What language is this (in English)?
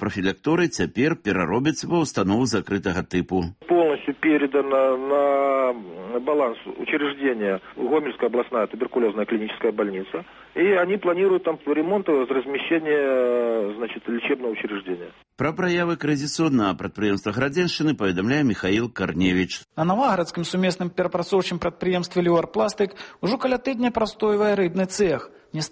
Belarusian